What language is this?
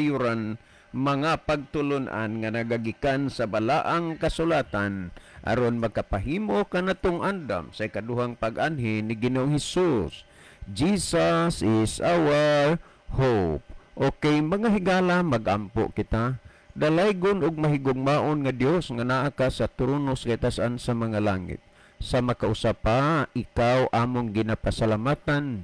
Cebuano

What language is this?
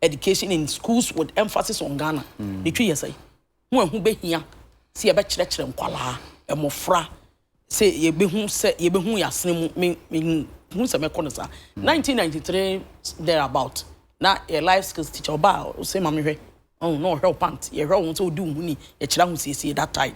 Akan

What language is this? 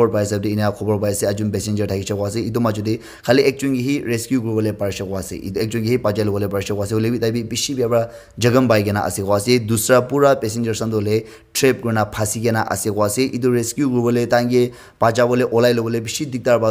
Naga Pidgin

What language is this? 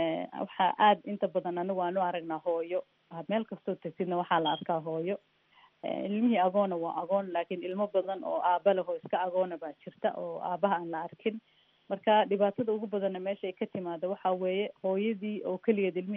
Somali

